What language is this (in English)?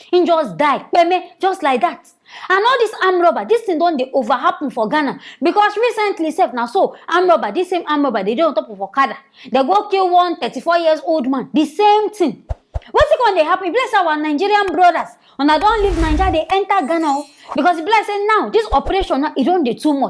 Nigerian Pidgin